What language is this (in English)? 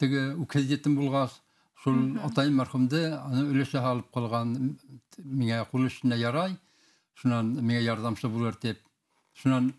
Bashkir